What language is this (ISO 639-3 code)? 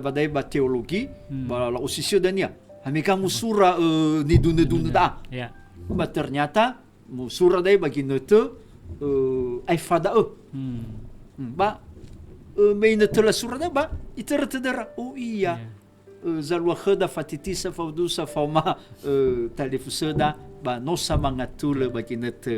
nia